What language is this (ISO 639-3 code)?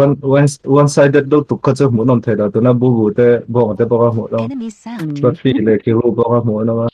lus